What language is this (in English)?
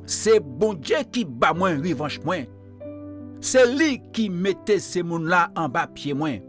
Guadeloupean Creole French